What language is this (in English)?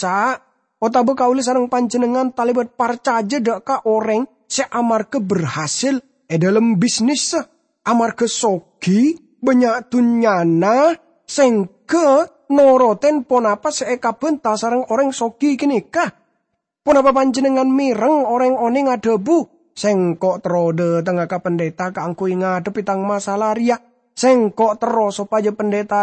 Madurese